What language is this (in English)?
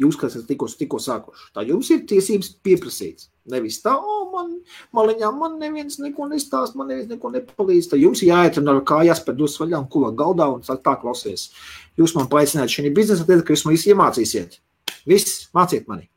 Latvian